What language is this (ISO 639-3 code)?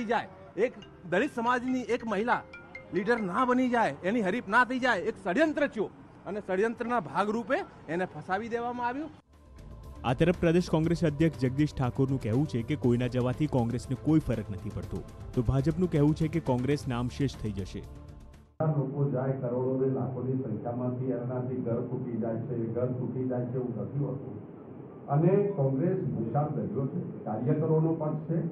guj